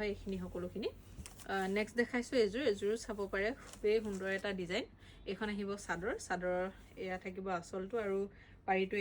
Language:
Assamese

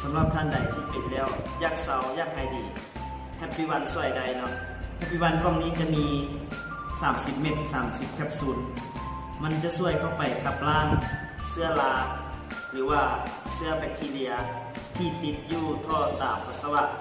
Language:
Lao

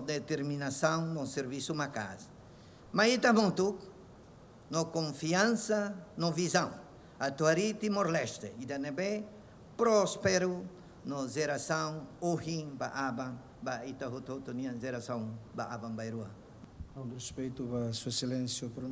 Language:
Tetum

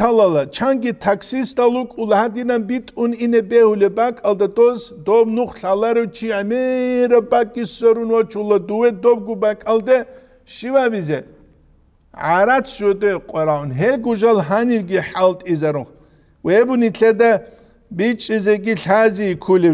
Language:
Avaric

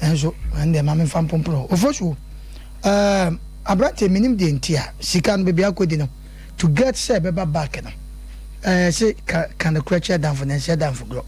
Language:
Akan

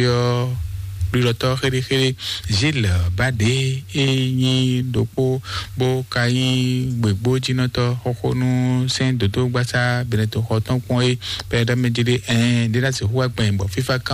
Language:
Fon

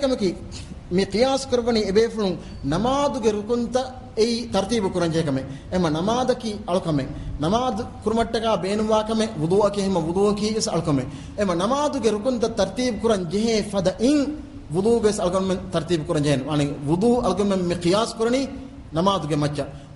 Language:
Divehi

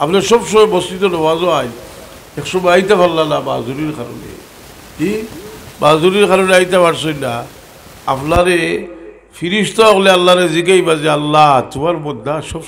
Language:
Sylheti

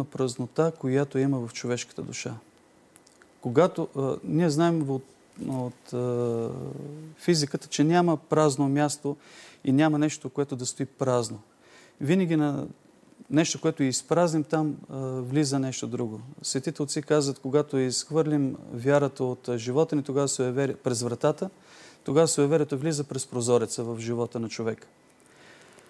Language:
Bulgarian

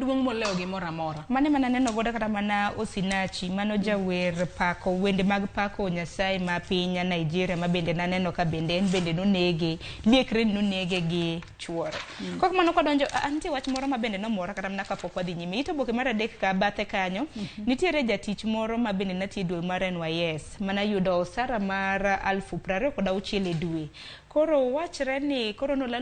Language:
Luo (Kenya and Tanzania)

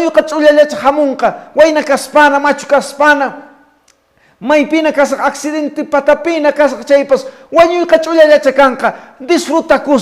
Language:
Quechua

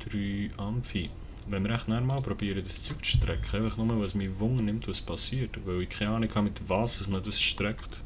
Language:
Swiss German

